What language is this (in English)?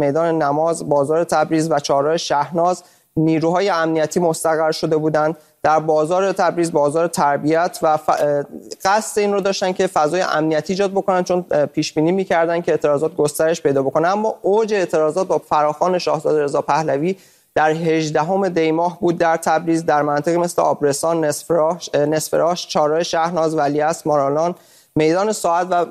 Persian